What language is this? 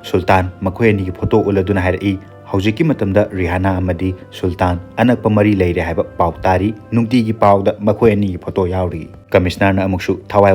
Manipuri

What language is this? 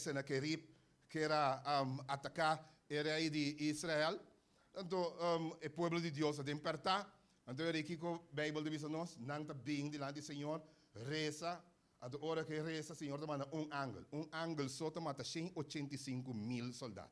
Papiamento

